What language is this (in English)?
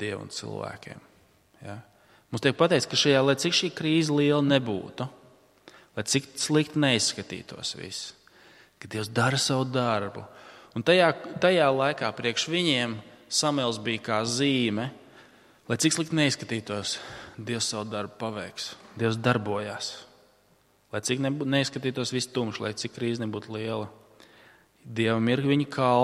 Latvian